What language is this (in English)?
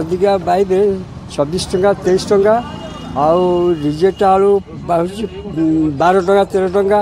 Odia